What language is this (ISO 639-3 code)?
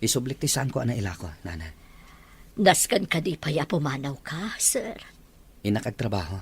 ilo